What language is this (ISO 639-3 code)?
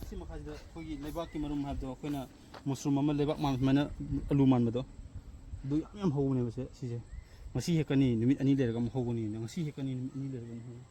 mni